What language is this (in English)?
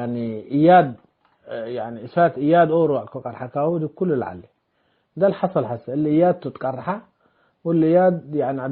Tigre